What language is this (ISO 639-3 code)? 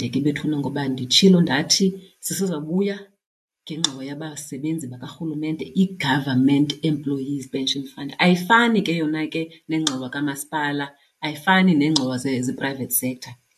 xho